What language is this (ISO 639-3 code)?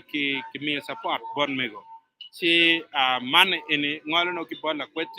ach